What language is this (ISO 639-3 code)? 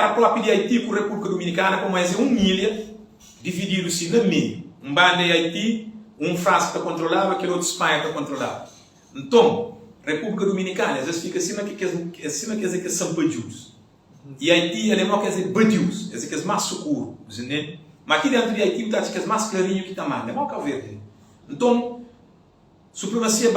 kea